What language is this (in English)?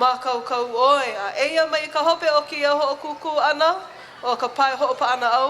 Hawaiian